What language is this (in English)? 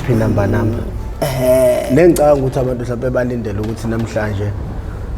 Zulu